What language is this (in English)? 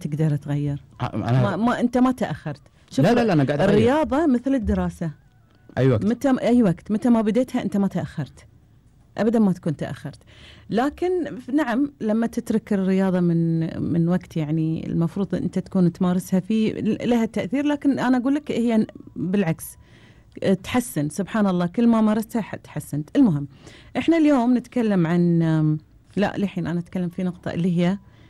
Gulf Arabic